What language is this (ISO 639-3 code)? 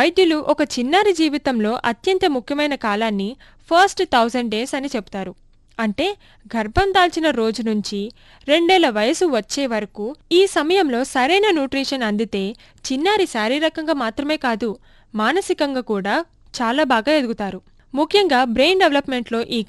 tel